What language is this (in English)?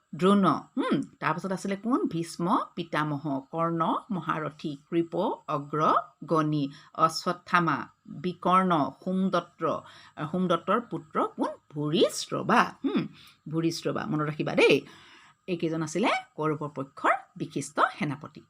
Assamese